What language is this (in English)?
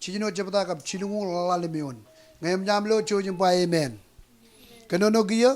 Marshallese